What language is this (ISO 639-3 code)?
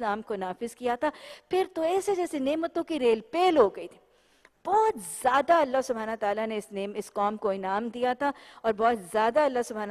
urd